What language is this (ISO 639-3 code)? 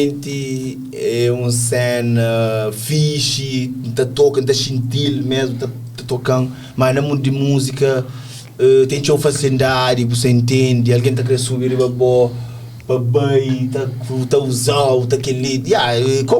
kea